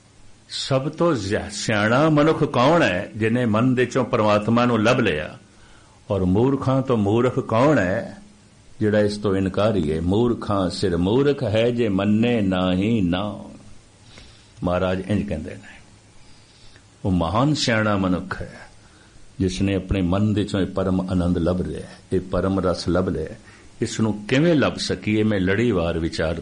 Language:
Punjabi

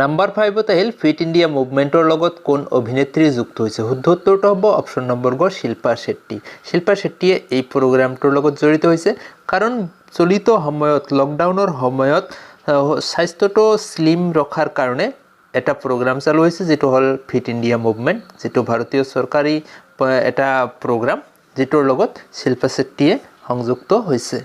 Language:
Assamese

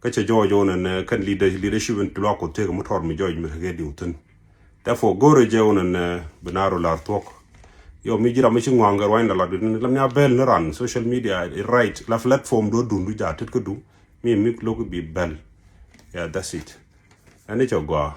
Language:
Nuer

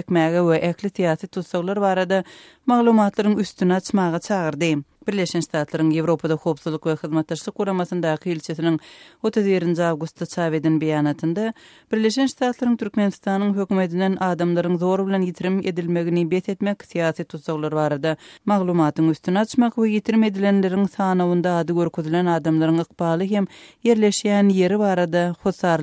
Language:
Turkmen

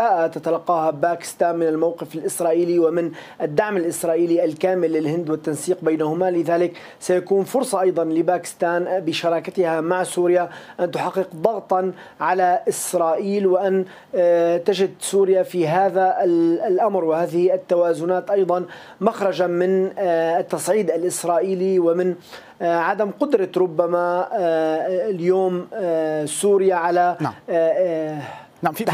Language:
Arabic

